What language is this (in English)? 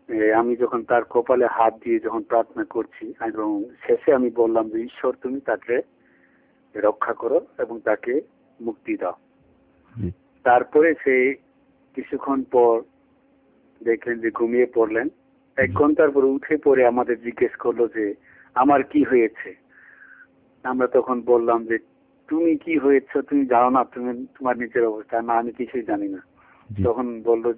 Bangla